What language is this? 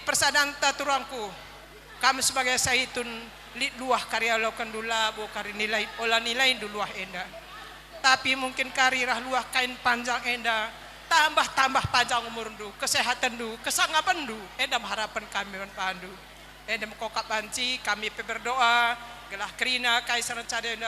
Batak Karo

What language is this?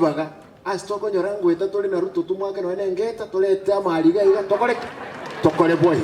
Gusii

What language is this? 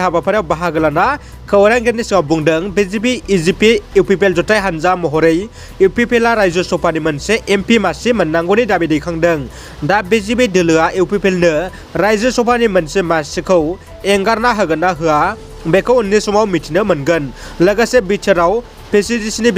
Bodo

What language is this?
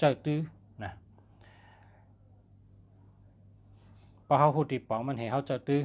Shan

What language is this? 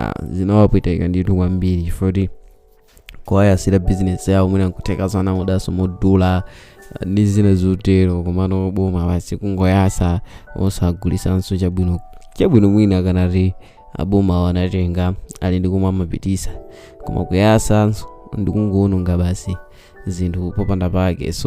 Nyanja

